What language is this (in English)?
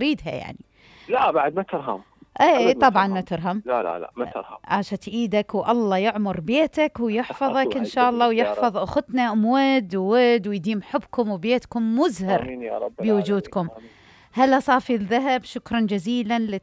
Mesopotamian Arabic